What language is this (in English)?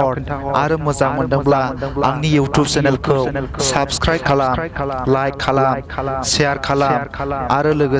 Bodo